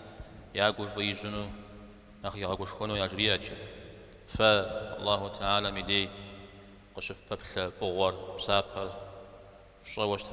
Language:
Kabardian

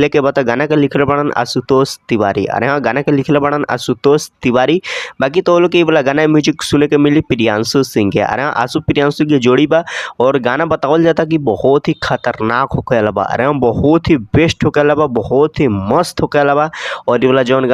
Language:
Bhojpuri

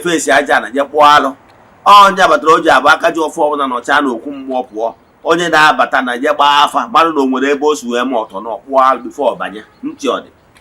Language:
Igbo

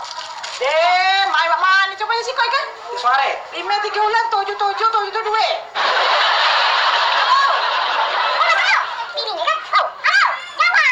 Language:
Musi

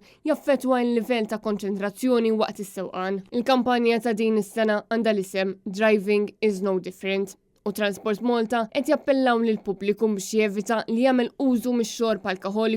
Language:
Maltese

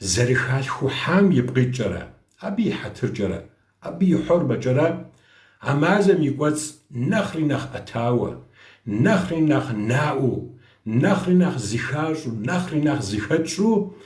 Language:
Kabardian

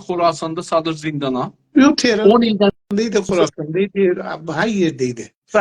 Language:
South Azerbaijani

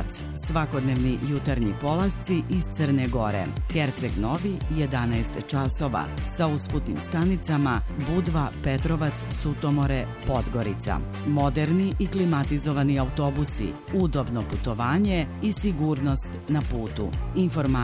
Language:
Serbian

